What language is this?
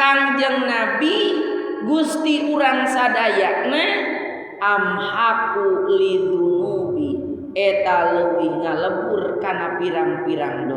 Sundanese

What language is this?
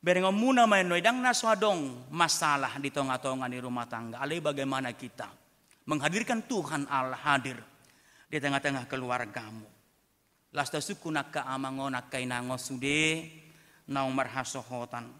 Batak Toba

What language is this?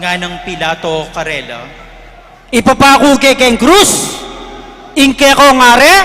Pampanga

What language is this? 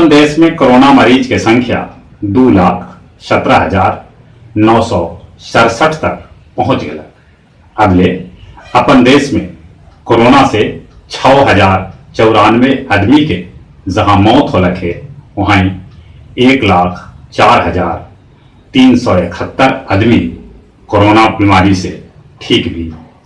Magahi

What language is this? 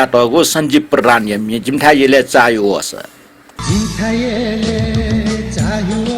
Newari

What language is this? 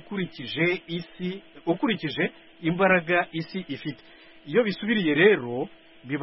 Kinyarwanda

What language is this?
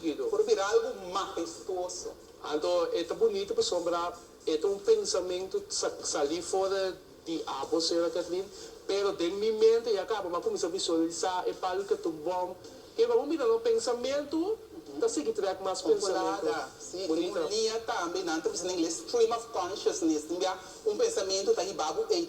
Papiamento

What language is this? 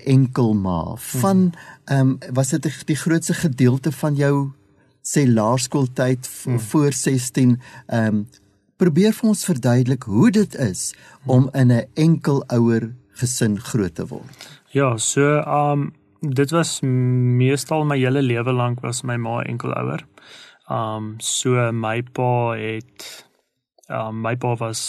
Afrikaans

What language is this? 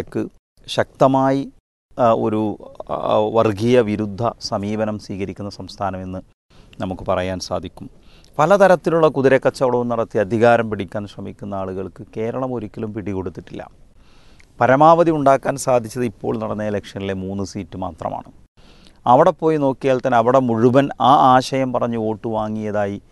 Malayalam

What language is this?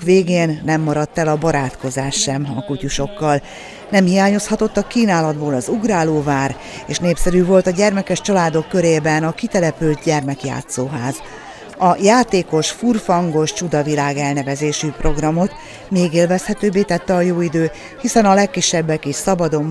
Hungarian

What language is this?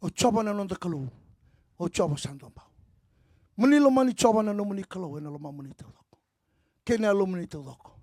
Fijian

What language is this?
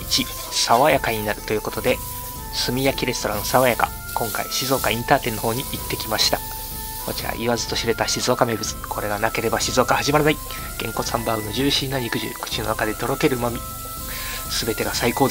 Japanese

